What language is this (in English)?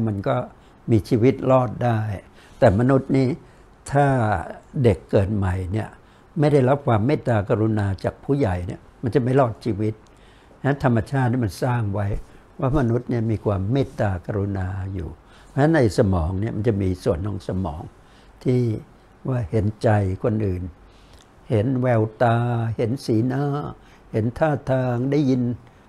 Thai